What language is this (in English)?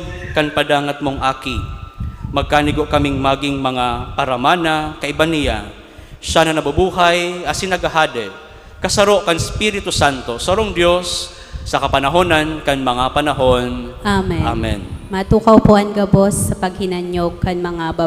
Bikol